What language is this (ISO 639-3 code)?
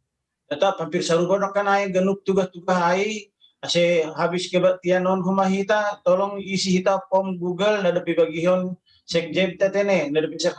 bts